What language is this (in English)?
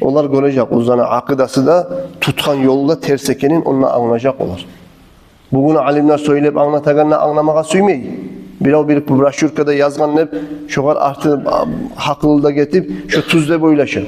Kumyk